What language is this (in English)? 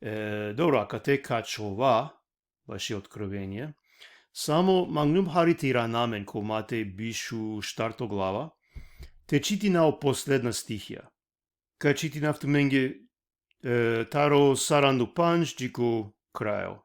Balkan Romani